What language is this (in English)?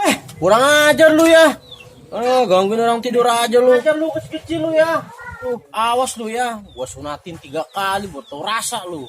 Betawi